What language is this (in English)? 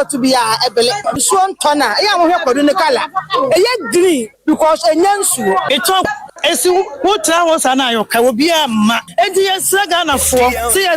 Akan